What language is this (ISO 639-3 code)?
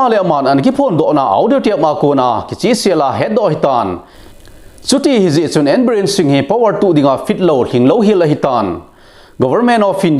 tcz